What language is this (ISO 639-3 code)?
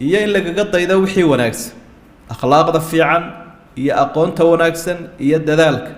som